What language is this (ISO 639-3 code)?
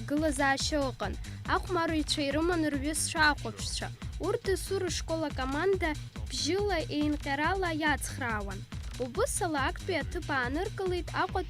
abk